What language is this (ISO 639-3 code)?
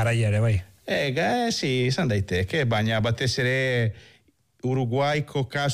eus